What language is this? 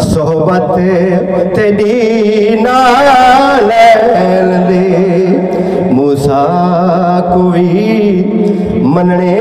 Saraiki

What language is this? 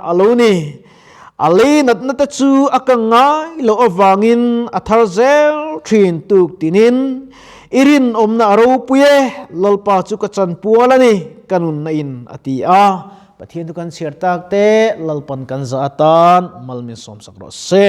Mizo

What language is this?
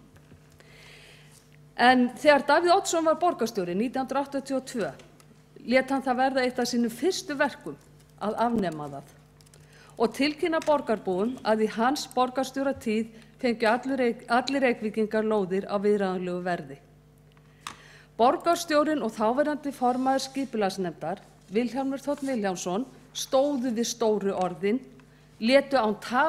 Icelandic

